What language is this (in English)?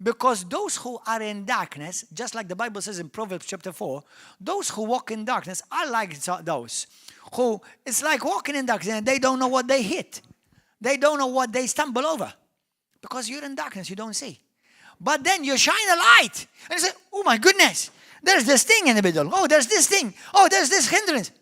English